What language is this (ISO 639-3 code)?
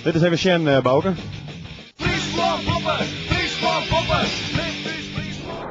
fry